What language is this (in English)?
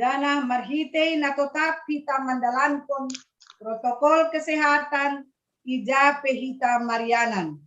Batak Simalungun